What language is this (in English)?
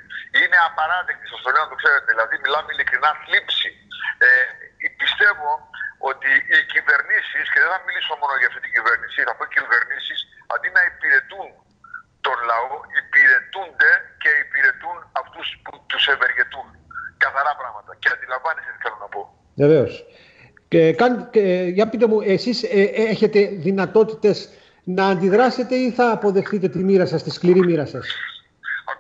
Greek